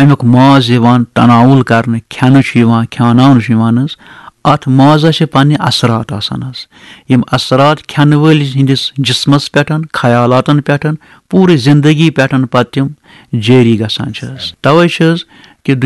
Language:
Kashmiri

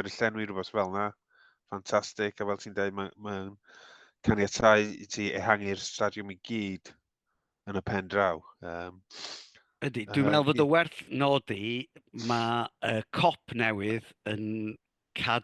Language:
Welsh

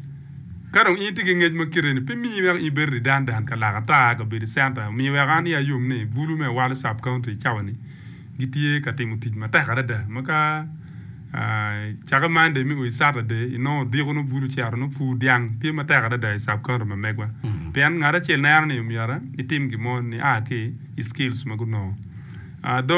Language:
Acoli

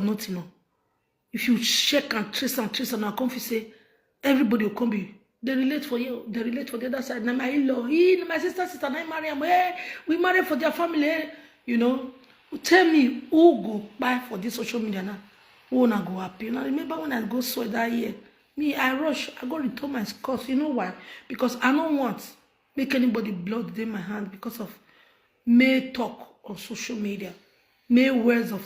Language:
Nigerian Pidgin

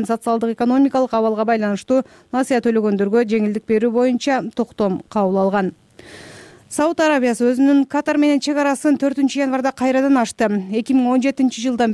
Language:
Kyrgyz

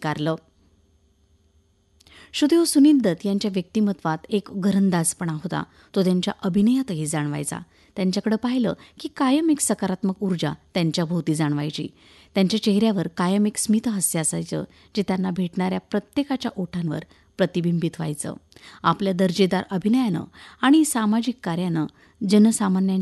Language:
Marathi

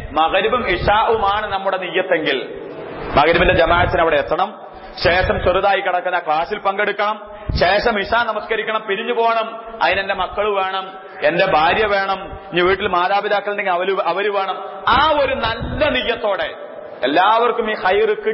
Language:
Malayalam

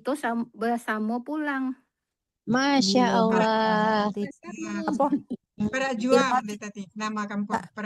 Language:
Minangkabau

